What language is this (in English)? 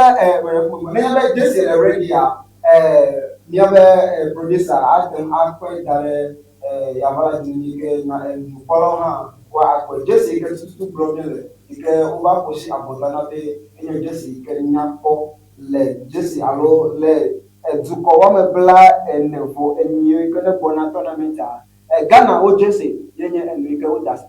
Ewe